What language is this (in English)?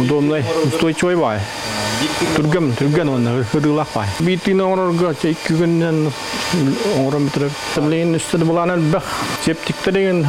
Yakut